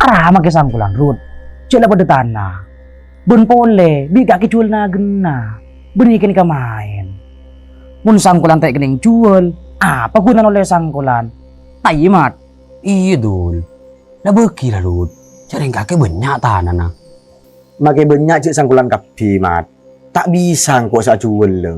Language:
Madurese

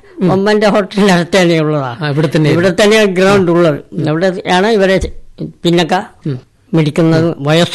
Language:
Malayalam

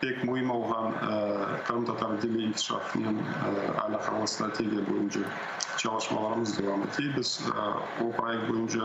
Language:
Crimean Tatar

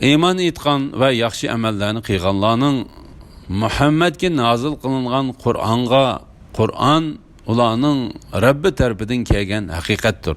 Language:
Uyghur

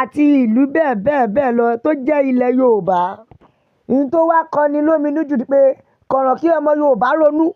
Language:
Yoruba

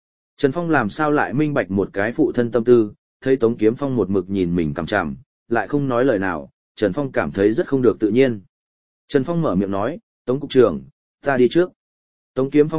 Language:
Vietnamese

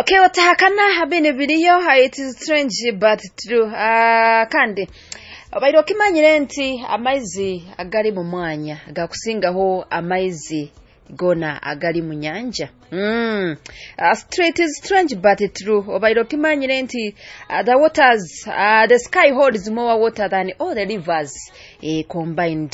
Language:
Nyoro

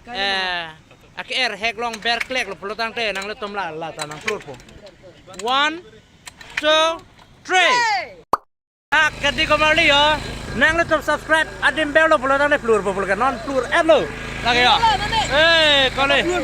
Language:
Karbi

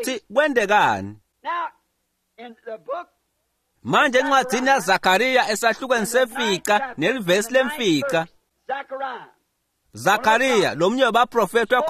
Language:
Swati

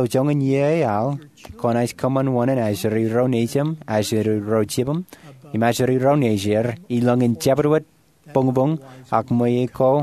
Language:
Marshallese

